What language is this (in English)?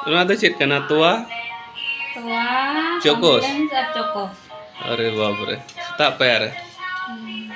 Santali